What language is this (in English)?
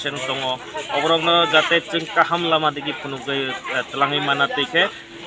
Kok Borok